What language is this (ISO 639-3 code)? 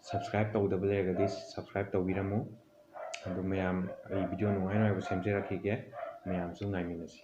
mni